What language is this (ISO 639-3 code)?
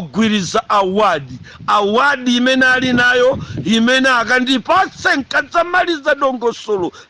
nya